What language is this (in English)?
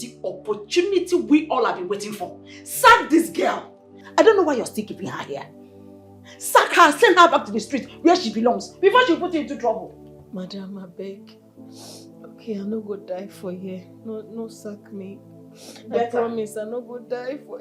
Nigerian Pidgin